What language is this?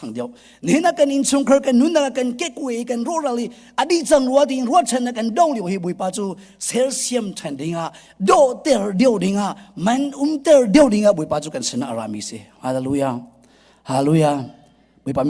Hakha Chin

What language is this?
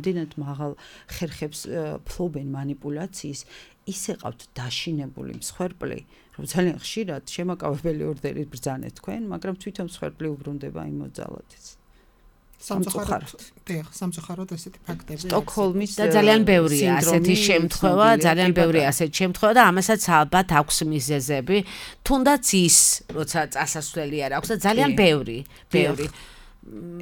Georgian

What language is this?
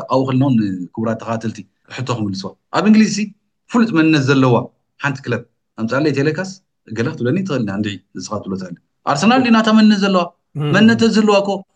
Tigrinya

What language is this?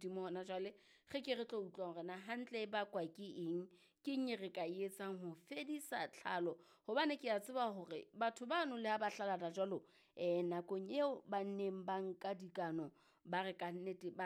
Southern Sotho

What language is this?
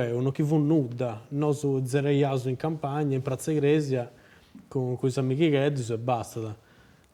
Sardinian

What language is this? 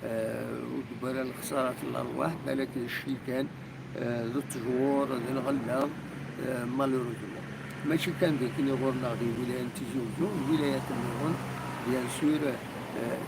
Kabyle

